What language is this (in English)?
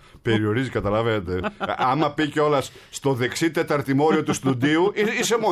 Greek